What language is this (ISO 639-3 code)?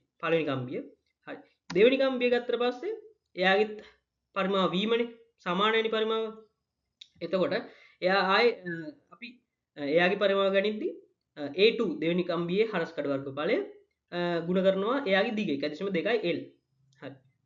sin